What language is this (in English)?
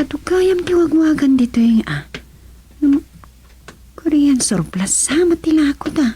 Iloko